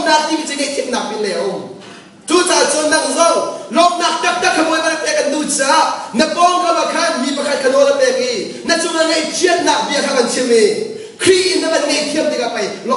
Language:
Hakha Chin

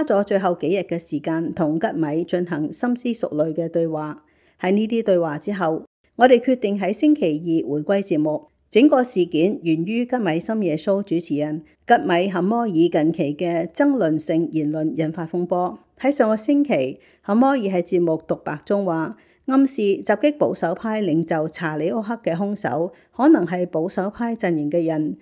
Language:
Cantonese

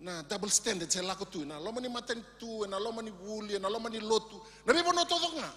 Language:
Fijian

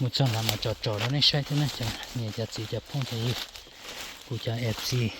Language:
Hmong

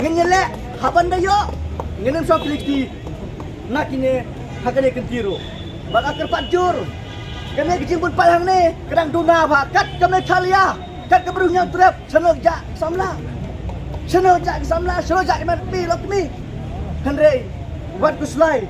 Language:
Khasi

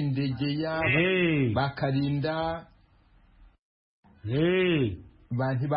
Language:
Kinyarwanda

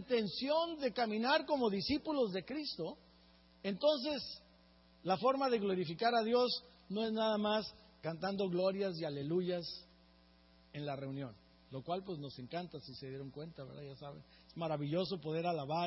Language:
Spanish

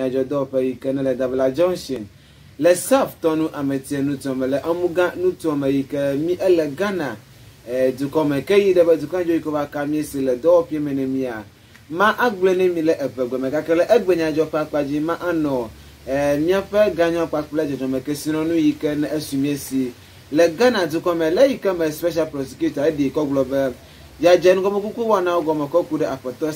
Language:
Ewe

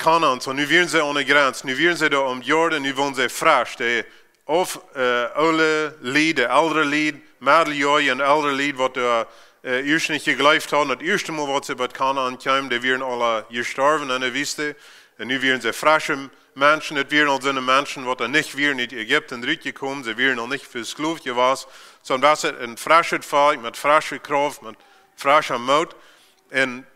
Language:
Plautdietsch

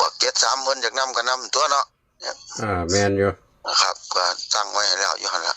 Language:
Northeastern Thai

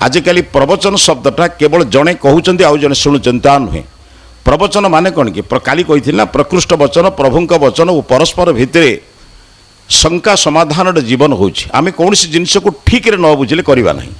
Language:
Odia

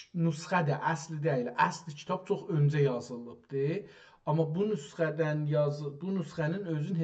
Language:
South Azerbaijani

